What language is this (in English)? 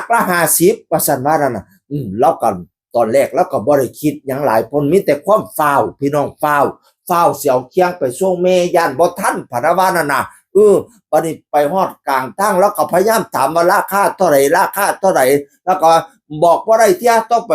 Northeastern Thai